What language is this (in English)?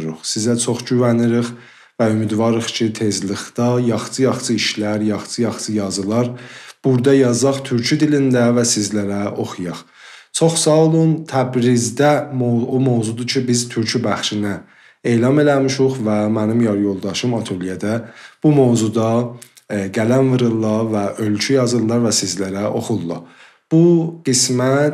South Azerbaijani